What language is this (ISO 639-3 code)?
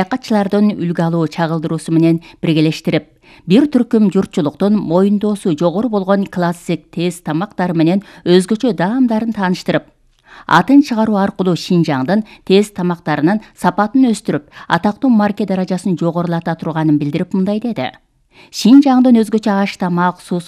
kir